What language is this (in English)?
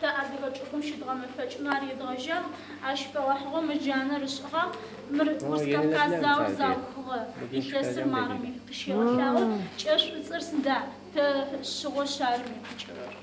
Adyghe